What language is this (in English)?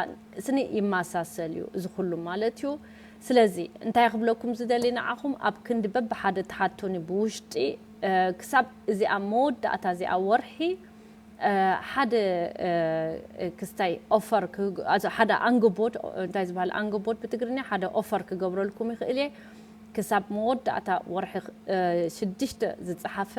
Tigrinya